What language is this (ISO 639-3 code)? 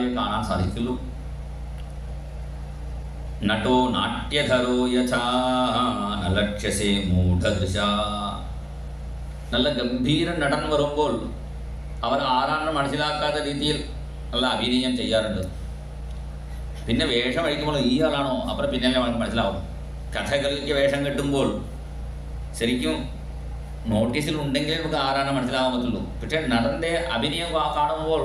mal